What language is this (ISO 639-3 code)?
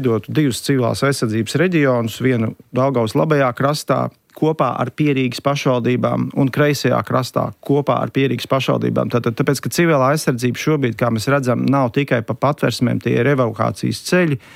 lav